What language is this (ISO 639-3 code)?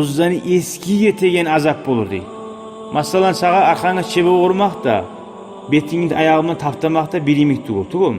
kum